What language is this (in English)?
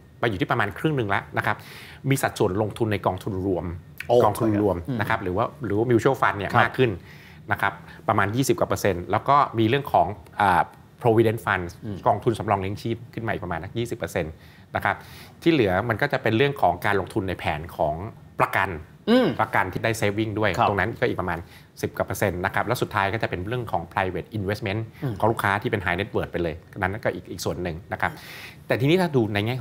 Thai